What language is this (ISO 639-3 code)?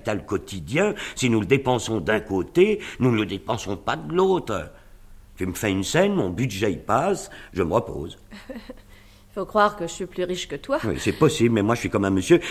fra